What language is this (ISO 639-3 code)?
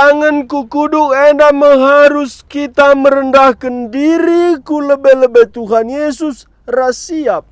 btx